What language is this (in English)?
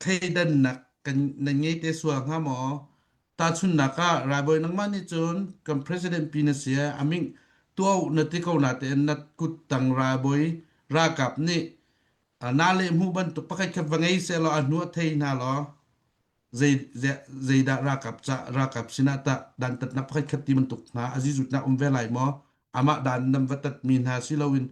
Hakha Chin